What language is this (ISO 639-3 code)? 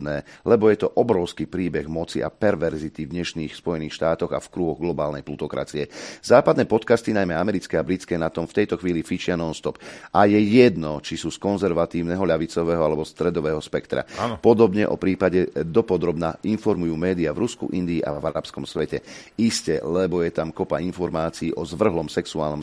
slk